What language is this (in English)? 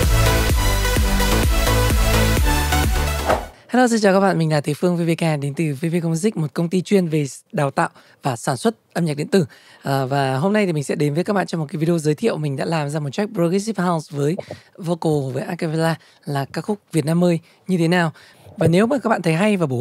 Vietnamese